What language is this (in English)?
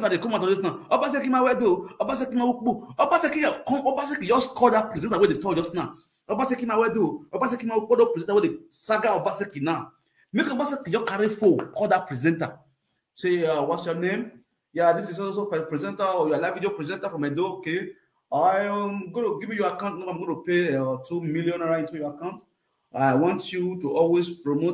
Nigerian Pidgin